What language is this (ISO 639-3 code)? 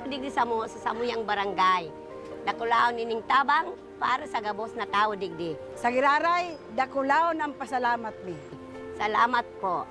bik